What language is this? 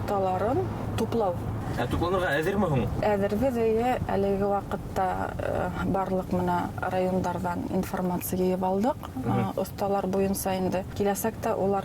Bashkir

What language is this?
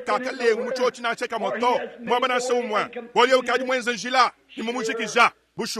Luba-Lulua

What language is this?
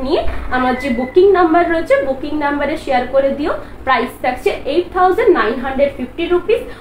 Bangla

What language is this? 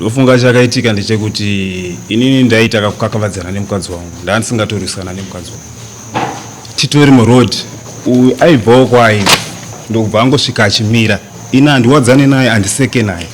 Shona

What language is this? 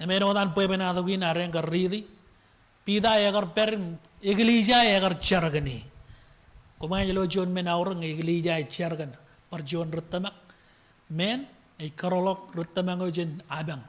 Marshallese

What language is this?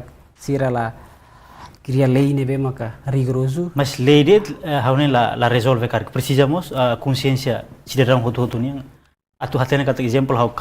Tetum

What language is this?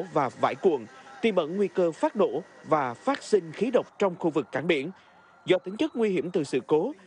Vietnamese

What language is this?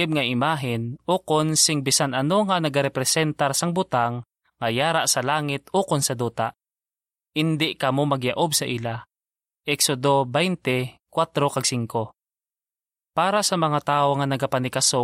Hiligaynon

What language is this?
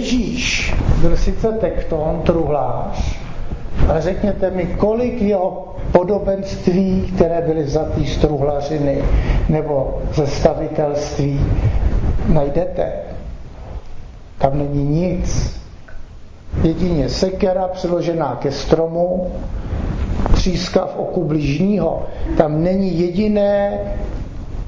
Czech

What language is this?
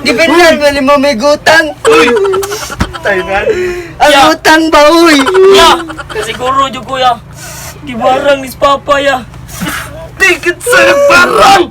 Cebuano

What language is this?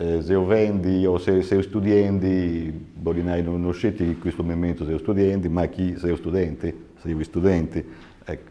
Sardinian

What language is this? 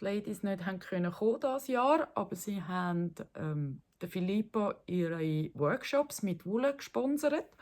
Swiss German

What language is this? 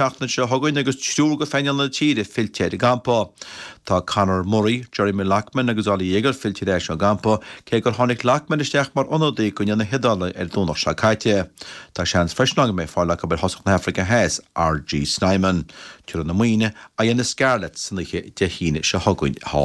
Irish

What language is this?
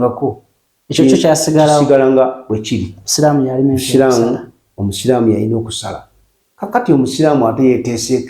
Ganda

